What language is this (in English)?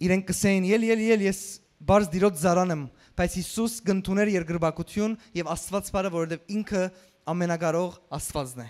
Western Armenian